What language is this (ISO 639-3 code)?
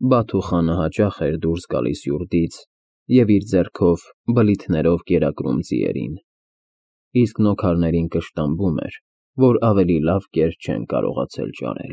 hye